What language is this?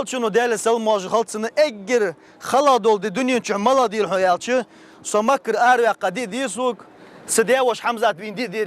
Ingush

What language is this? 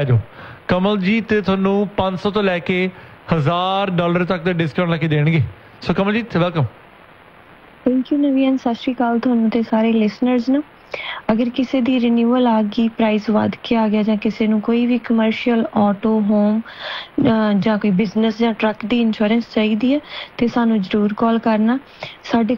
Punjabi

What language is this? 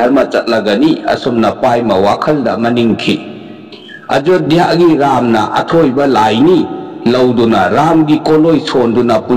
Manipuri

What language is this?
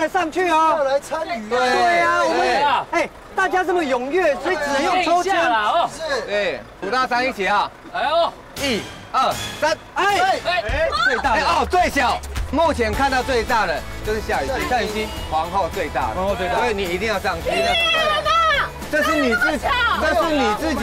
Chinese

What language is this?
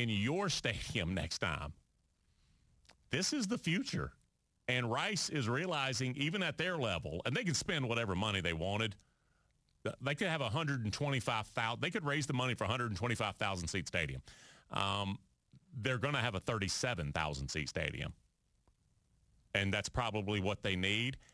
English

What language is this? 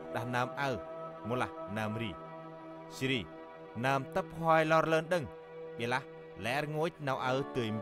Central Mnong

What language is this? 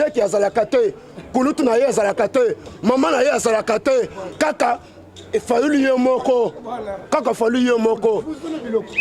Lingala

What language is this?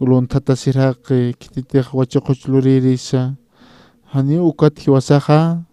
Aymara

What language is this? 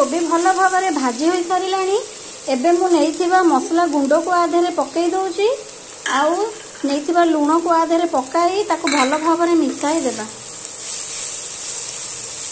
Odia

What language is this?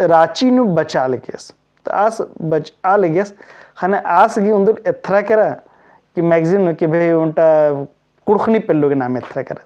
Kurukh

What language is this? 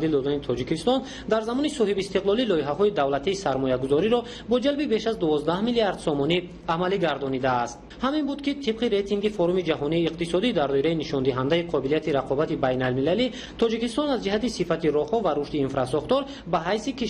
Tajik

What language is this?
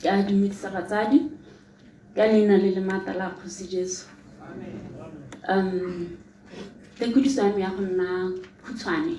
Tswana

